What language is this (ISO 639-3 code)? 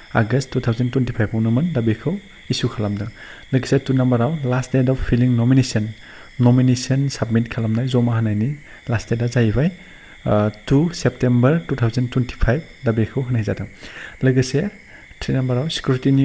brx